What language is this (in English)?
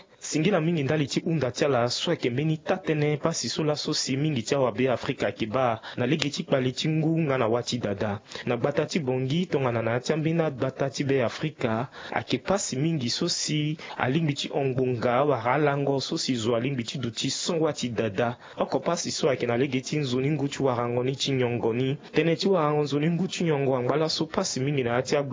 Sango